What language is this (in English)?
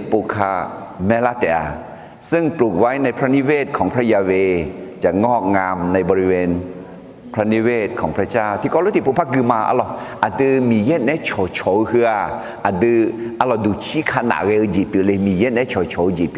Akha